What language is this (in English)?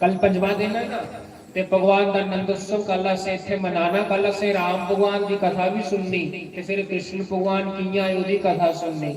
Dogri